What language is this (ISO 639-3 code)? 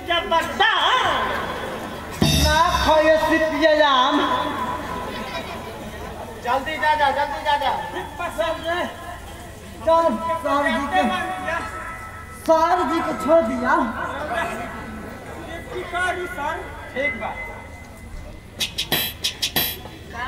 bho